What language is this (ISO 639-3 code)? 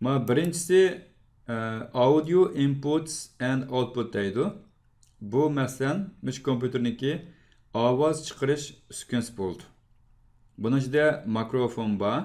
uig